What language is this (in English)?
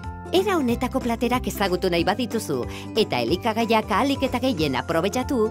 Basque